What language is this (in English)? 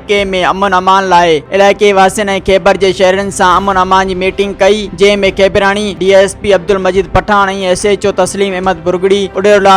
Sindhi